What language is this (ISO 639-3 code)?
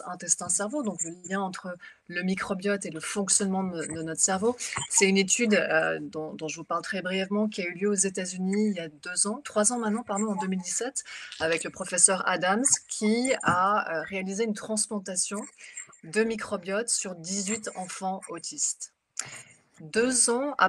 fra